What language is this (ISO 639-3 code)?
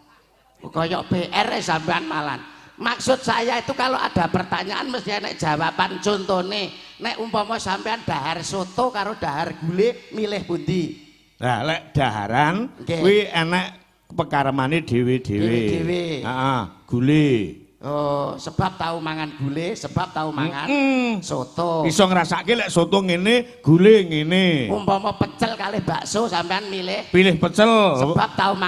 jav